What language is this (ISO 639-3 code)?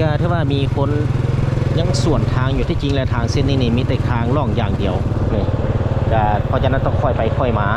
lao